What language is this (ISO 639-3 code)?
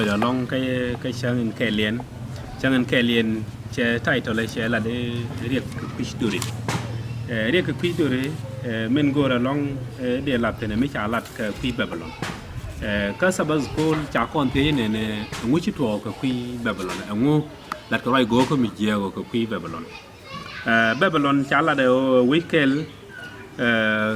nus